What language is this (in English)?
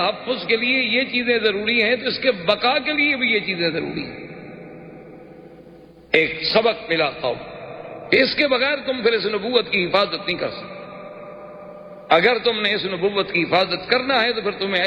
Urdu